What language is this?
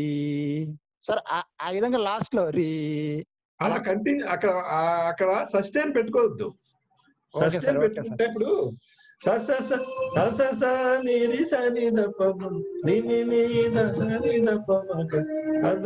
Telugu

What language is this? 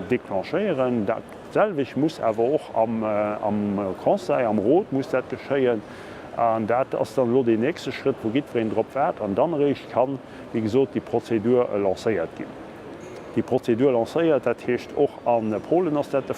Luxembourgish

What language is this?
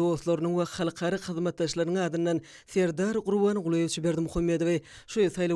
Turkmen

